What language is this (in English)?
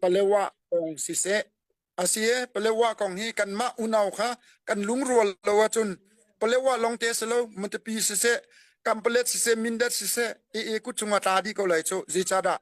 Hakha Chin